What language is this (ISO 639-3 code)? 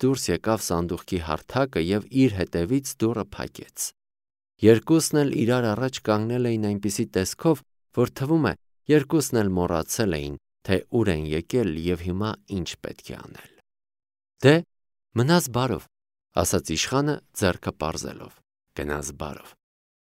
hye